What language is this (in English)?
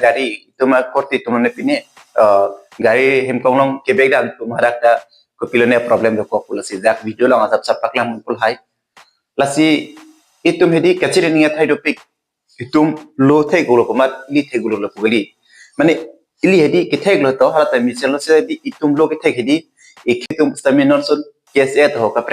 Karbi